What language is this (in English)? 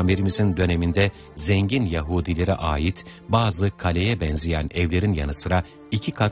Turkish